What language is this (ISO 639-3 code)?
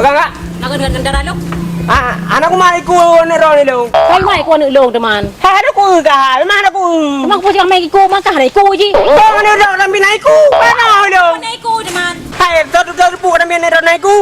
ace